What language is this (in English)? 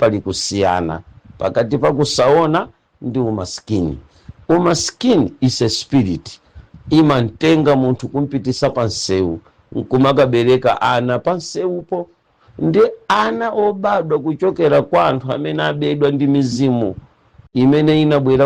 Nyanja